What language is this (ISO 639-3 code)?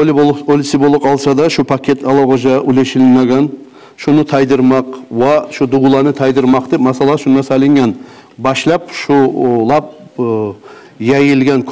kum